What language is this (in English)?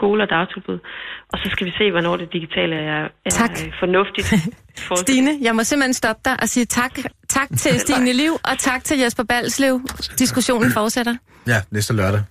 Danish